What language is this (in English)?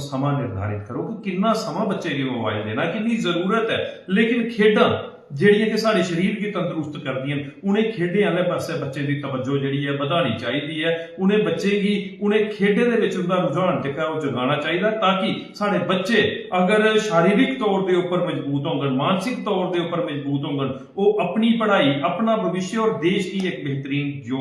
Dogri